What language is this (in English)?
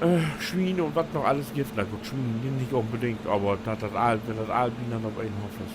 Low German